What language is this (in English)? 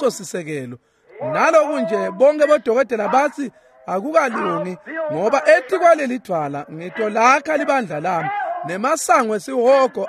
Swati